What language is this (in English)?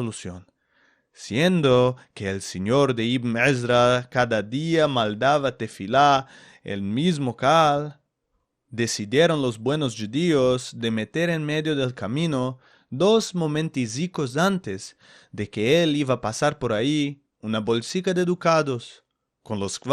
Ladino